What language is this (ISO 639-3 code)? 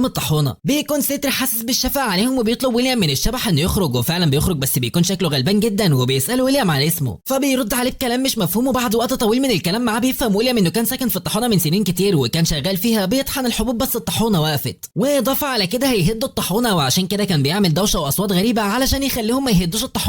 arz